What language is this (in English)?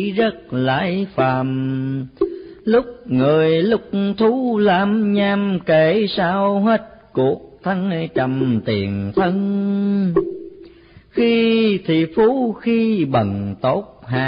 Vietnamese